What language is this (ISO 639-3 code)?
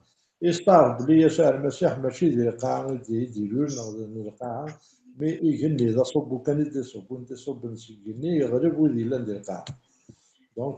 kab